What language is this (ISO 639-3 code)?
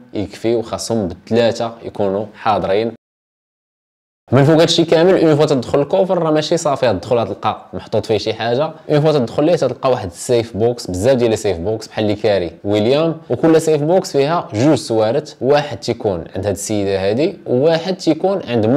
ary